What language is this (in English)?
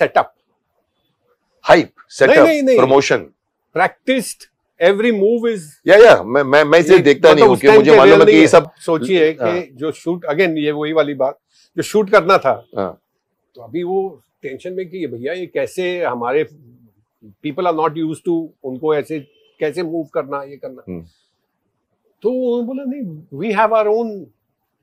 Hindi